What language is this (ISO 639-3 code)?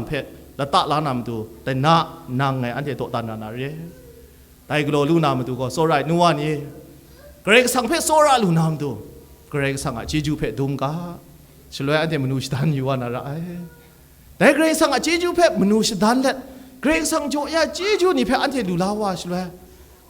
kac